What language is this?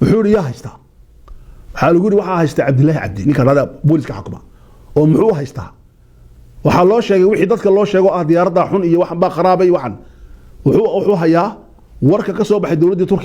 Somali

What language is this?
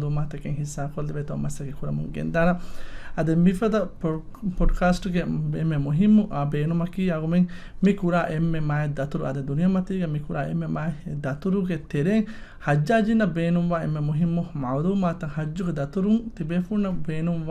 Divehi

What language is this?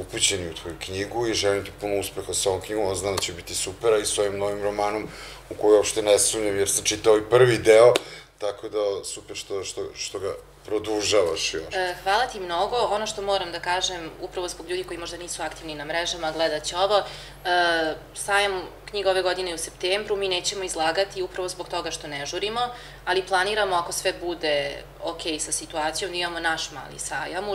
Serbian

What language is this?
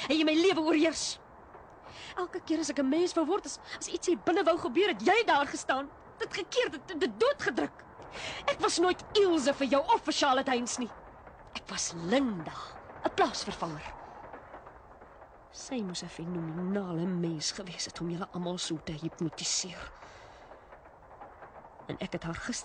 Afrikaans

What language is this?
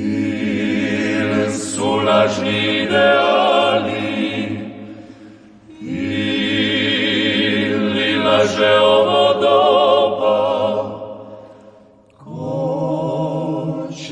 Croatian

